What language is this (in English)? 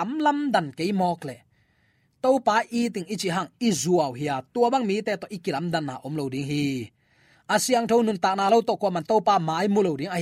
Tedim Chin